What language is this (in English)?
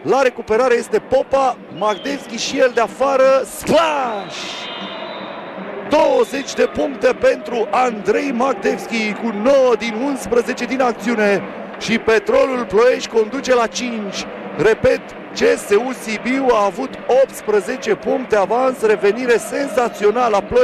Romanian